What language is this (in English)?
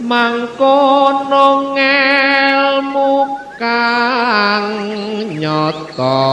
Javanese